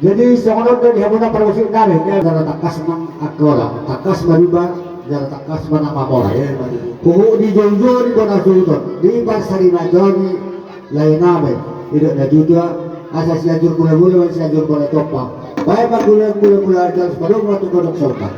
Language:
Batak Toba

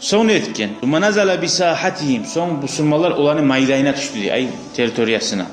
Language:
Kumyk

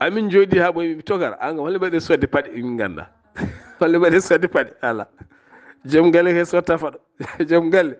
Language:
Fula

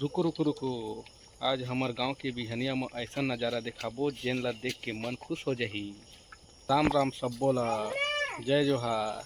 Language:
Chhattisgarhi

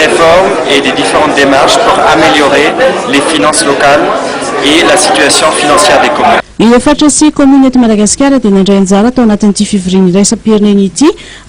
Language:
Malagasy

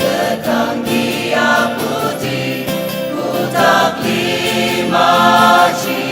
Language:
Ao Naga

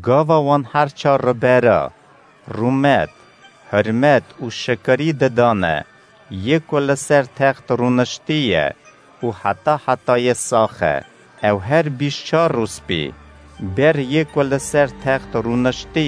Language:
Kurdish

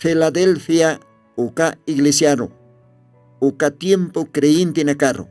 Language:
Aymara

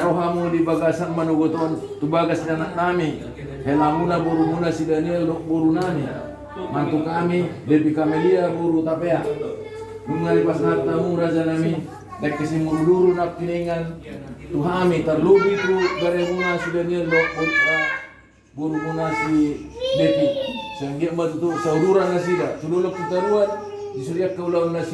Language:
Batak Toba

